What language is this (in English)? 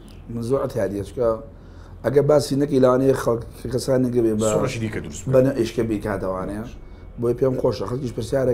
Central Kurdish